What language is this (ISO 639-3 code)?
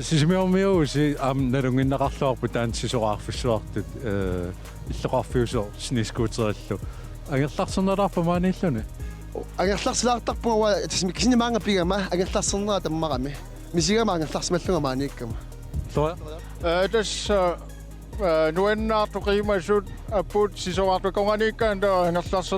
kal